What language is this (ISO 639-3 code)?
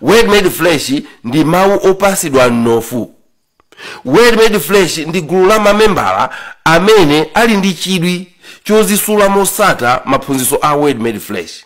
nya